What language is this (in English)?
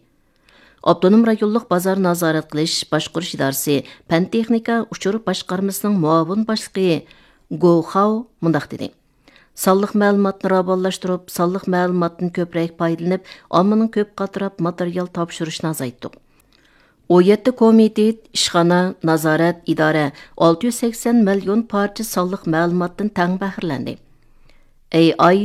Uyghur